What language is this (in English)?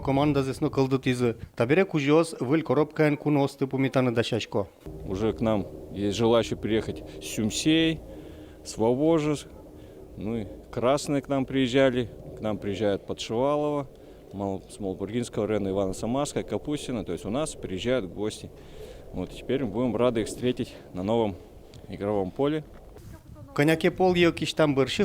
Udmurt